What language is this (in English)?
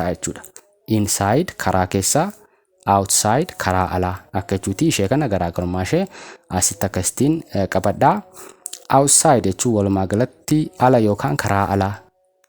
Oromo